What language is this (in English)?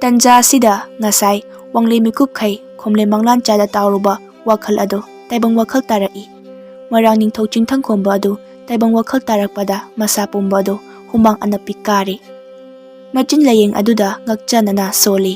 Manipuri